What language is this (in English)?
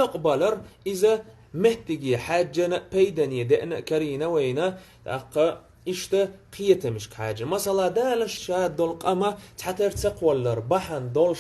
Chechen